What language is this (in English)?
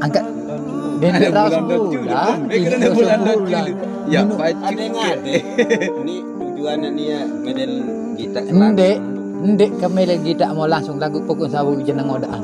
Sasak